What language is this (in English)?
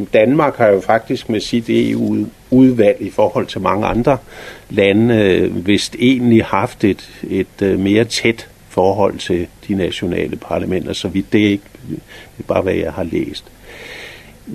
Danish